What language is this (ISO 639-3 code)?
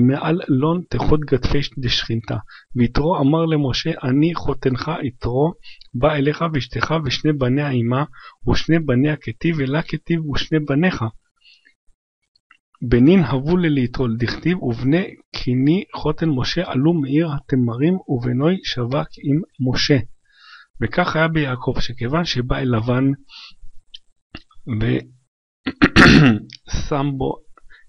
heb